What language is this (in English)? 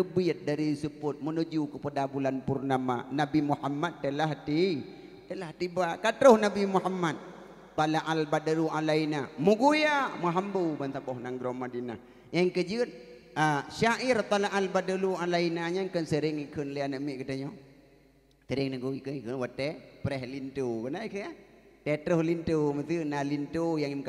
Achinese